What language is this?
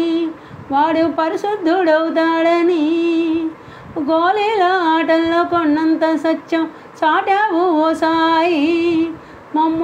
Telugu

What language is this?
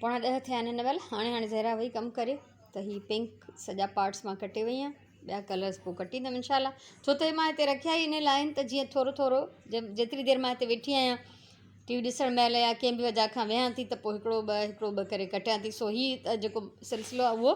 Sindhi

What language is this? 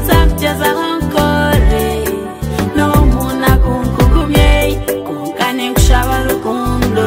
Nyankole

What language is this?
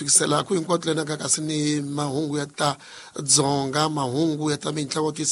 Tsonga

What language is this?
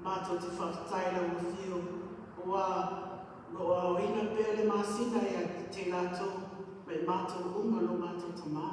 Samoan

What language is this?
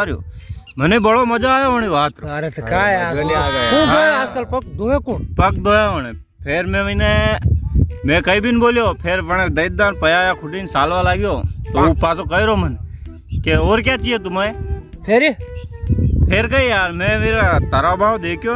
Rajasthani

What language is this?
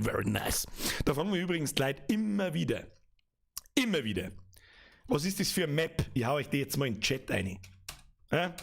Bavarian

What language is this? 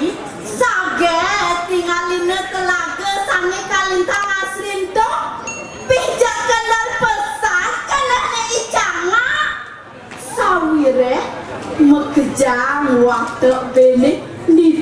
Balinese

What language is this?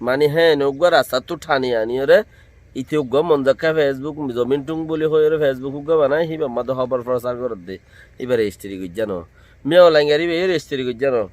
Rohingya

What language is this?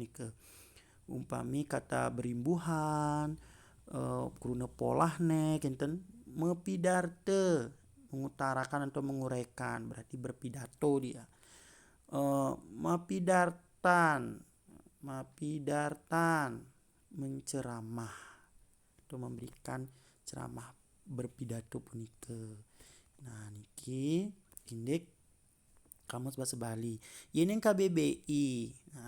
Balinese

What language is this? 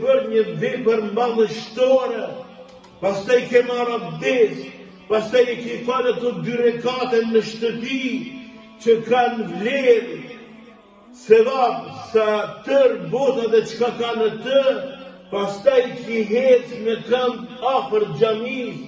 Albanian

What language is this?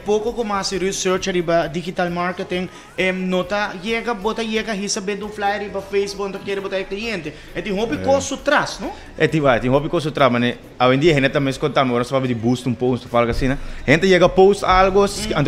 Papiamento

